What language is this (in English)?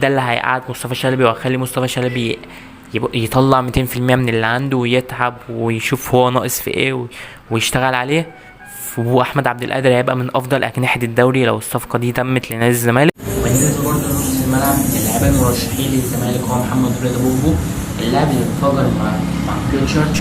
Egyptian Arabic